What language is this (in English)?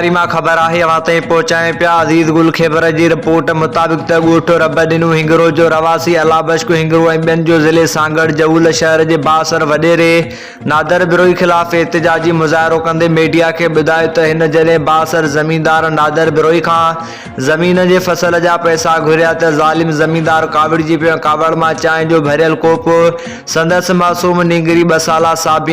Sindhi